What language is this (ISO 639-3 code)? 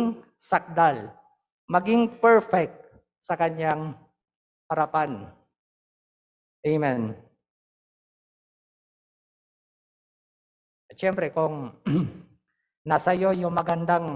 fil